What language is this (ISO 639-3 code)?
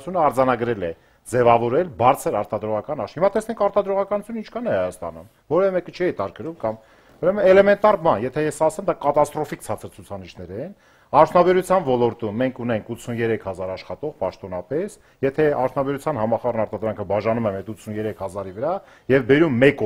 hye